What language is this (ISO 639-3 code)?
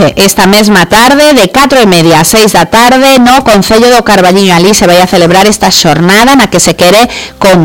glg